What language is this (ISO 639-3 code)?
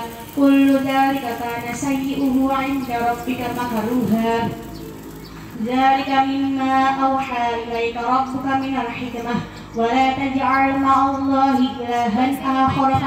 ara